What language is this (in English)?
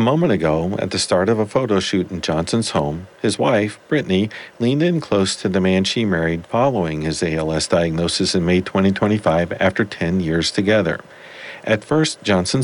English